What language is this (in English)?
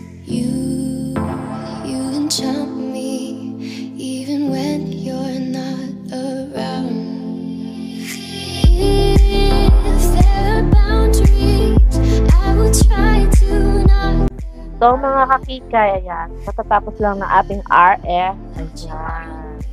Filipino